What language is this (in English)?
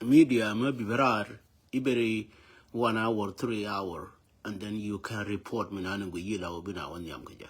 Nuer